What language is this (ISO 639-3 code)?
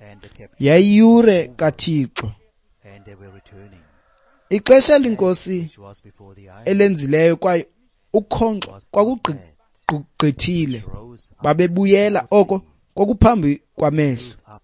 xho